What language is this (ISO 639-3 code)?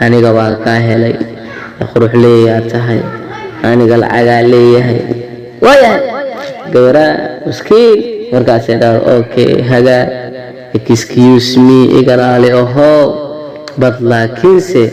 som